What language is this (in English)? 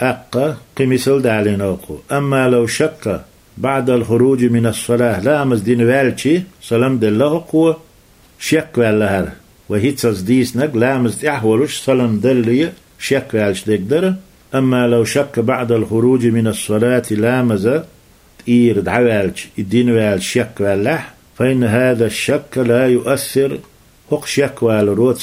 Chechen